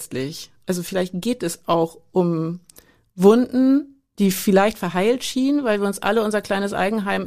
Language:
German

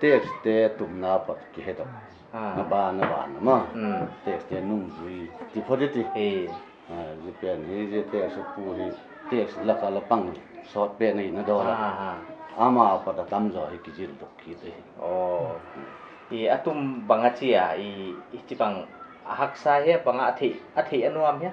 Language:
Paite Chin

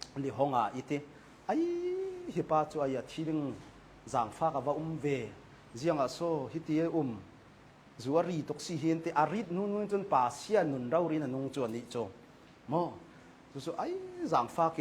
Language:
Hakha Chin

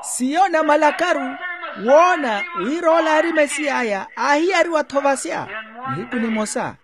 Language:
Makhuwa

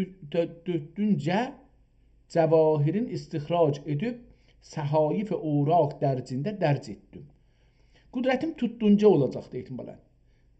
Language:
South Azerbaijani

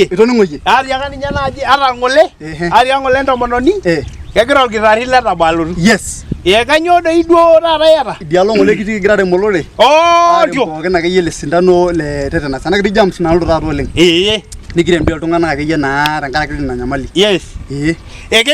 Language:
Masai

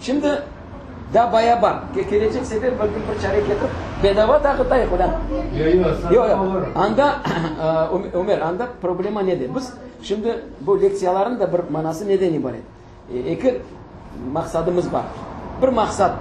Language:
Crimean Tatar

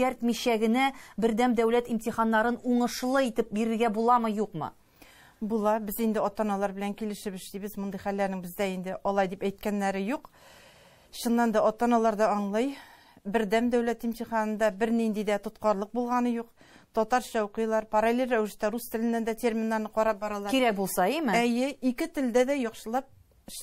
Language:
Tatar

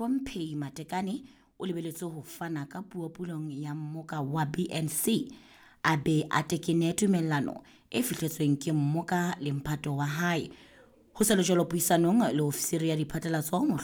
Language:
Southern Sotho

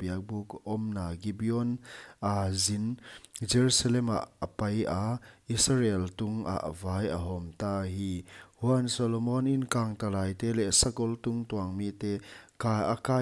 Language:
Paite Chin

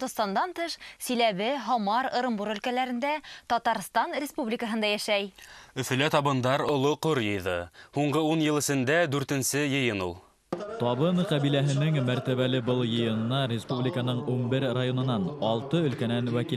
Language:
Bashkir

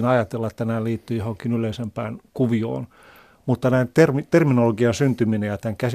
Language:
Finnish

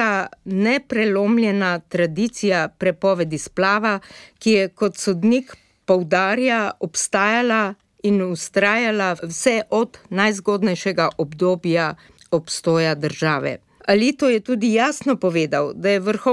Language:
Slovenian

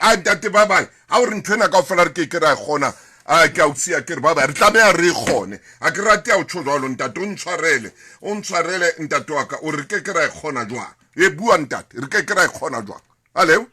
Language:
Southern Sotho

